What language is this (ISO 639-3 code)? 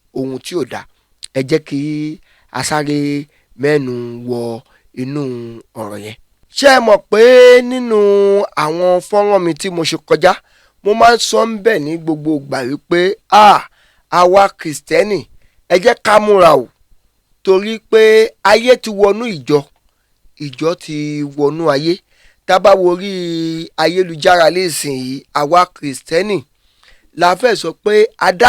yor